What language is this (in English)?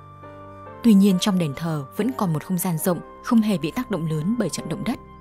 Vietnamese